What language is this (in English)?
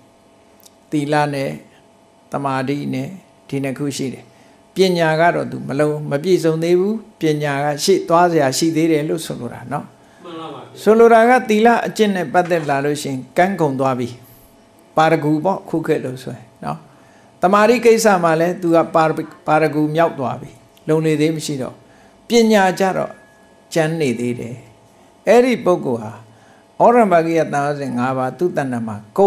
Burmese